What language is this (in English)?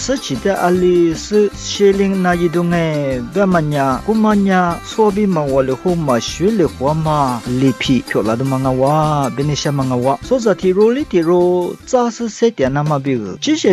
Lisu